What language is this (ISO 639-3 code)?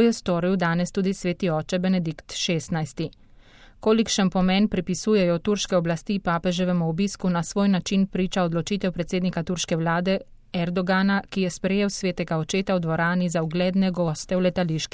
slv